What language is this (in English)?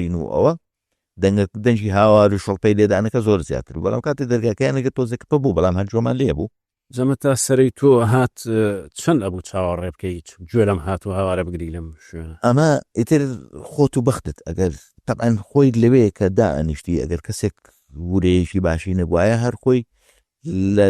Central Kurdish